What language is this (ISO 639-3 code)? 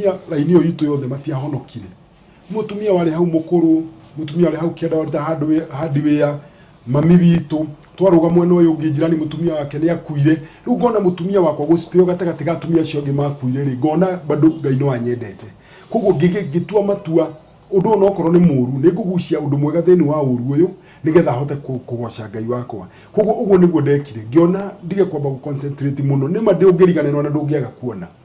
kik